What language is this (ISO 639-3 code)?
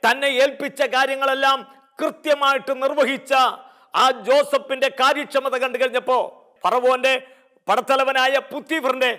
mal